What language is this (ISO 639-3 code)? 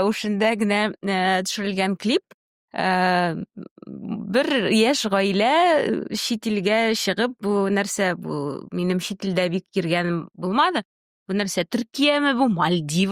tat